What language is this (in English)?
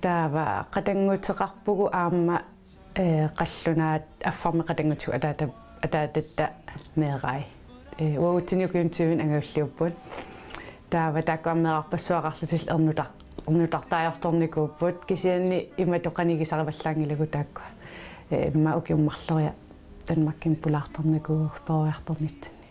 Kalaallisut